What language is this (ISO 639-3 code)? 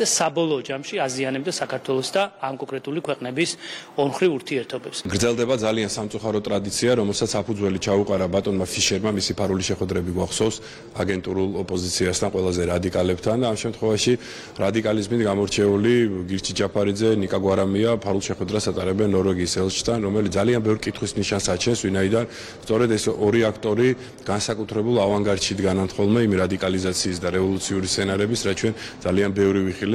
kat